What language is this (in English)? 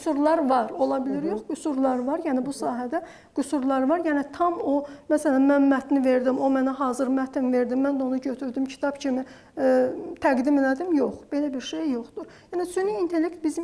Azerbaijani